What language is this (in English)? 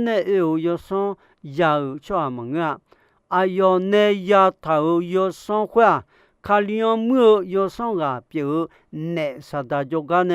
Akha